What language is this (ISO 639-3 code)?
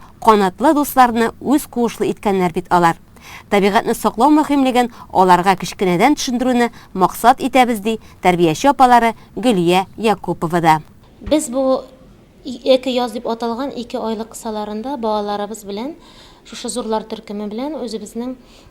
tat